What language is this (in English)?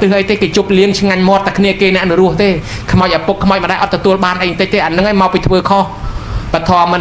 Khmer